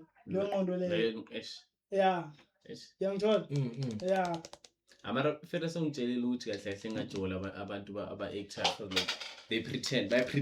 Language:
Zulu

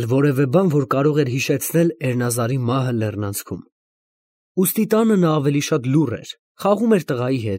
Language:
Armenian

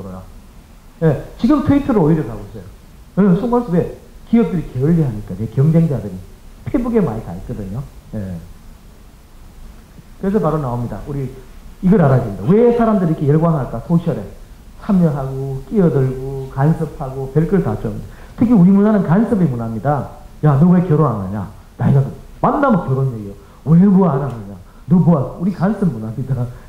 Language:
Korean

